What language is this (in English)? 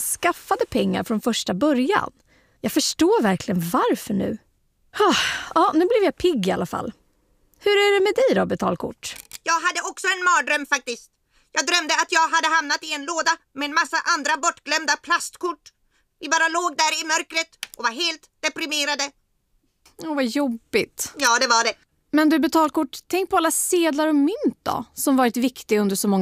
Swedish